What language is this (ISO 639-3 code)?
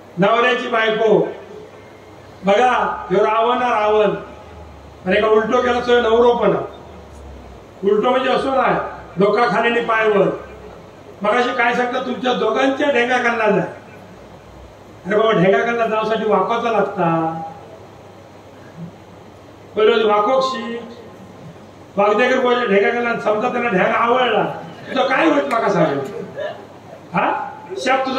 mar